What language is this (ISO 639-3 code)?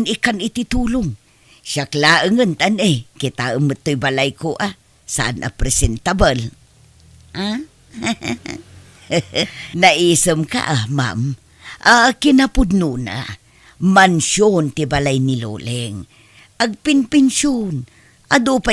ilo